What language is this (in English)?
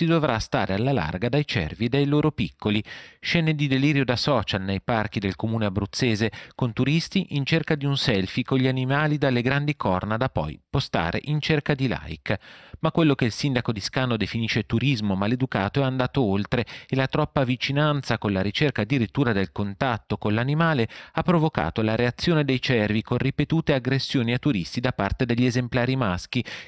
Italian